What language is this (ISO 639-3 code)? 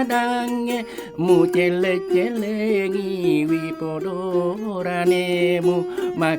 bug